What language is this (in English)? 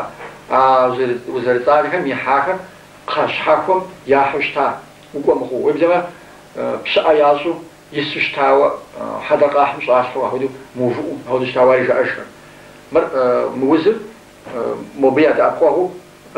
Kabardian